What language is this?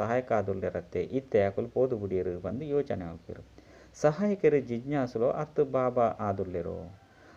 Tulu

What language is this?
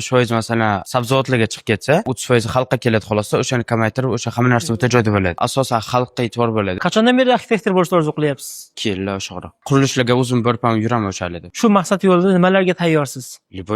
Uzbek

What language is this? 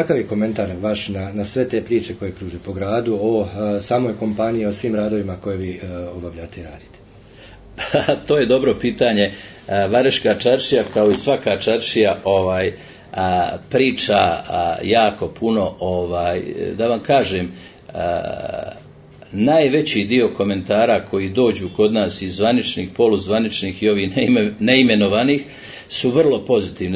Bosnian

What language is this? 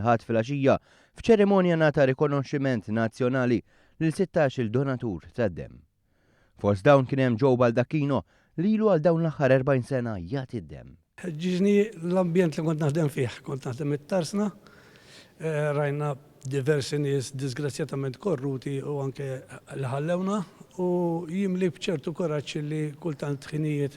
Maltese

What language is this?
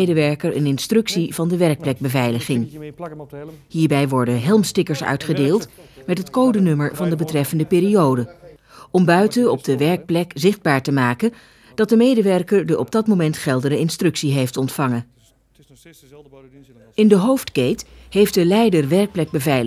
Dutch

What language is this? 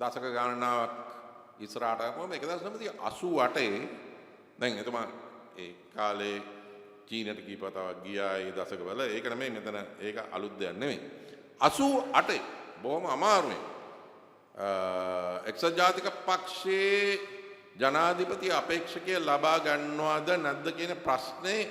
Sinhala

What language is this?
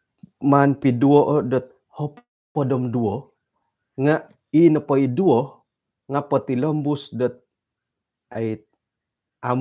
Central Dusun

